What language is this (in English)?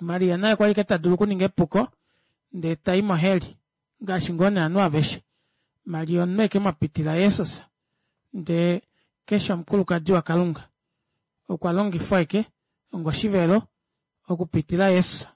Kuanyama